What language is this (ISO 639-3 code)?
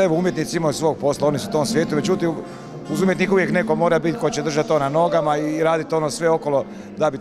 hrv